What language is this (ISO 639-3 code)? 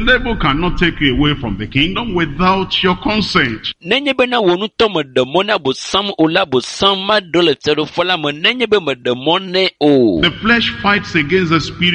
ewe